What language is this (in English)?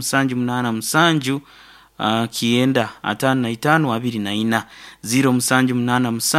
Nyankole